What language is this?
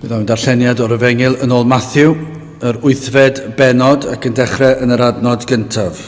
Welsh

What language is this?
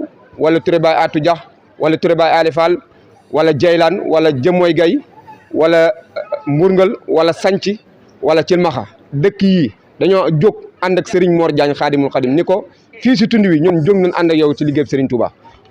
Wolof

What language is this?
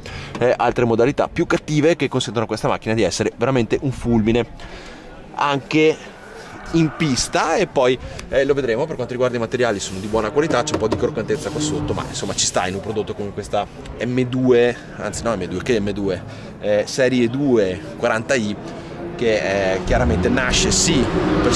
Italian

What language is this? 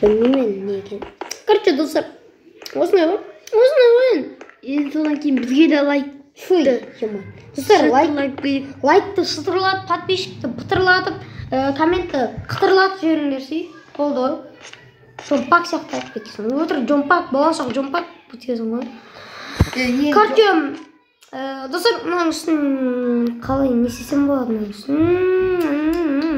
Kazakh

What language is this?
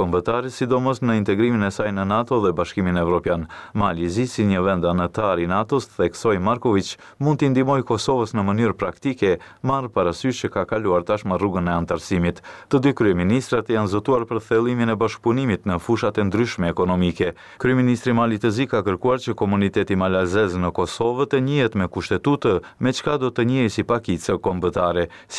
Albanian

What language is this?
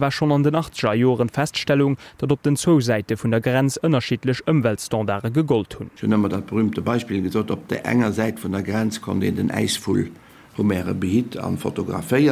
Luxembourgish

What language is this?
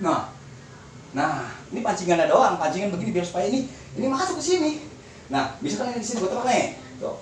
Betawi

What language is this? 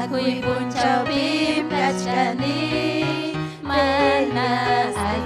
Ayacucho Quechua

